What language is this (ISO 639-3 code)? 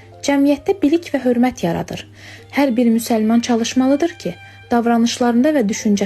aze